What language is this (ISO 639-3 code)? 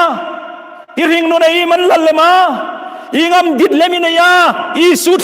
hmr